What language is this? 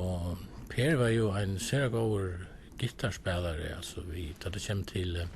Faroese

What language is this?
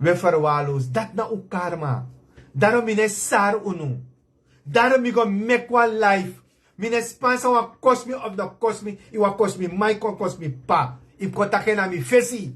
Sranan Tongo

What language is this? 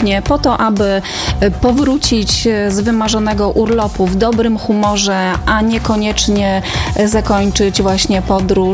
Polish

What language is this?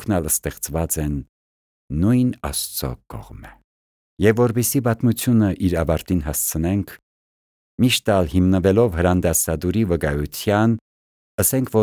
Armenian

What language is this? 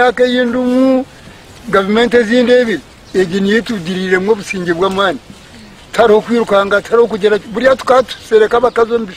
Nyankole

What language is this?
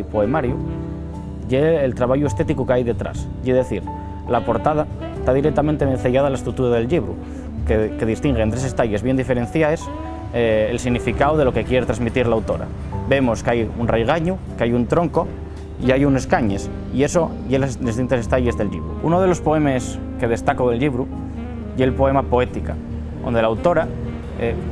Asturian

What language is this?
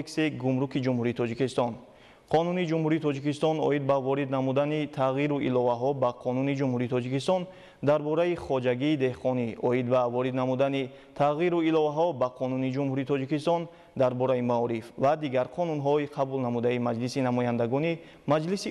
Tajik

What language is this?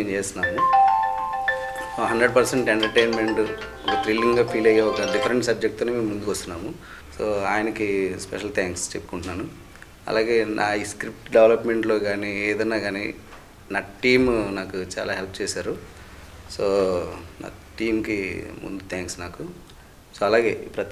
Telugu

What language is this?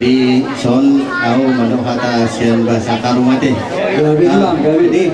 Batak Toba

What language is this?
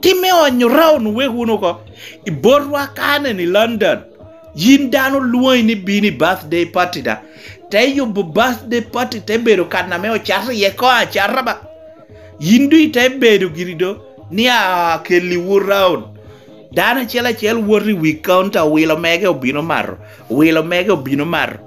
Lango (Uganda)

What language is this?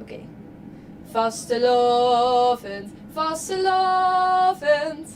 Limburgish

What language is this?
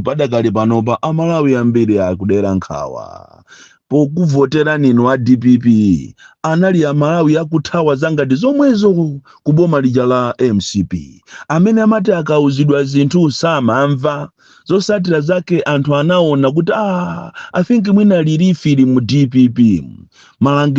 Nyanja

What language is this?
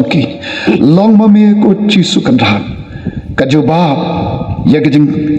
Khasi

